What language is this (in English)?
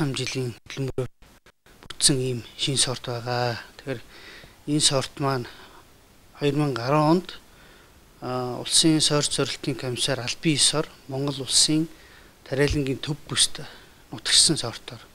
Mongolian